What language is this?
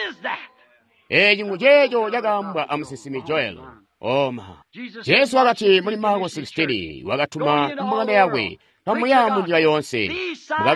Tonga (Zambia)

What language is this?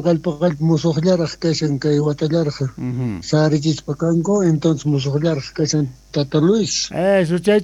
South Bolivian Quechua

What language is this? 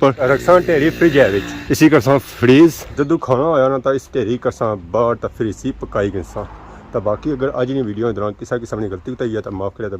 Pahari-Potwari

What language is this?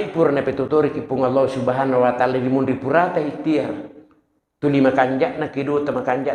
Buginese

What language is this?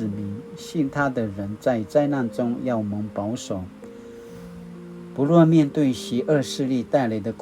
Paiwan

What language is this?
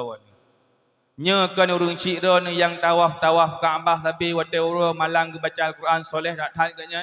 Achinese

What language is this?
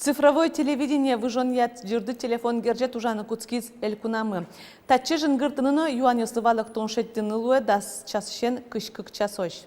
Udmurt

